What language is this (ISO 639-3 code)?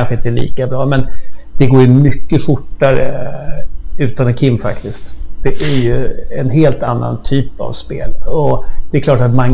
swe